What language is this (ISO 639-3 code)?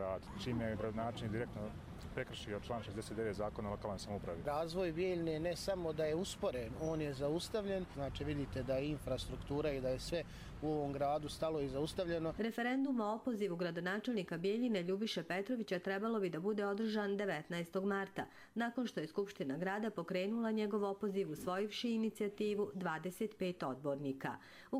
hrv